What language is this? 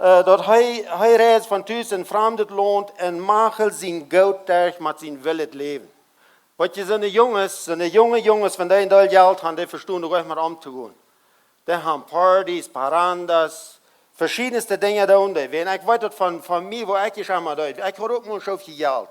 Plautdietsch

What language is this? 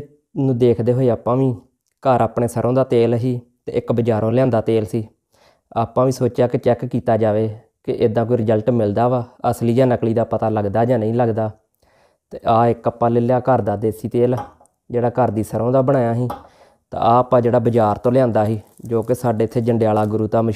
Punjabi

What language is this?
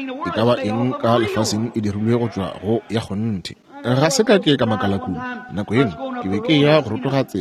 Northern Sotho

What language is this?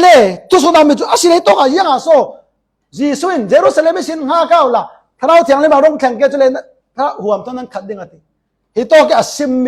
Falam Chin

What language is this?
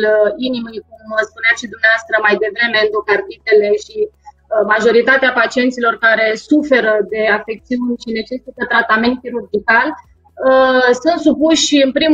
Romanian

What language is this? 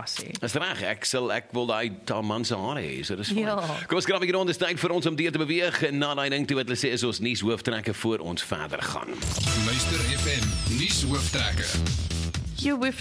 Afrikaans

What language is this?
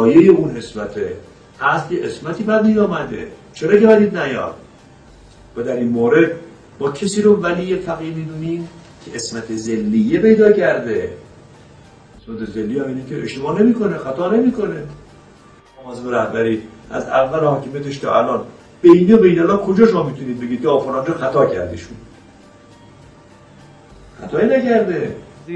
Persian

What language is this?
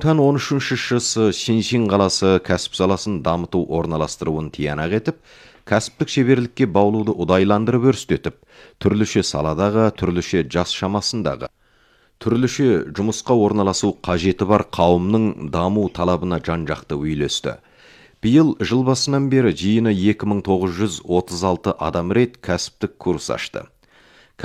Kazakh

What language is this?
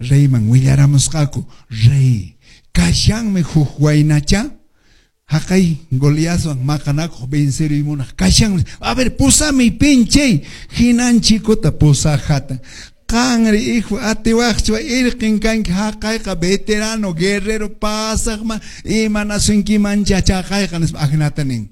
Quechua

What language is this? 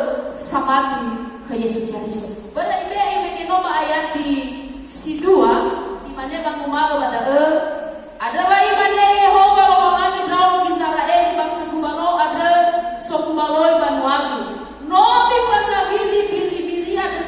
Nias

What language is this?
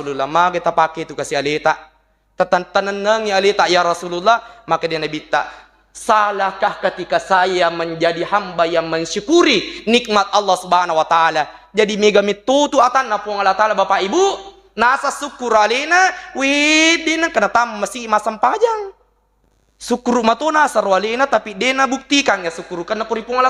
Buginese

